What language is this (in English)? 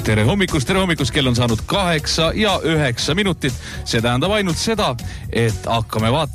Estonian